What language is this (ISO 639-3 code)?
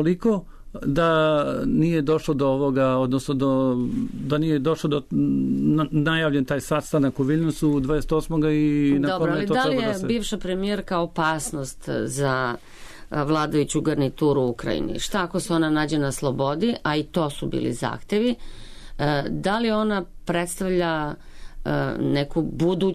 srp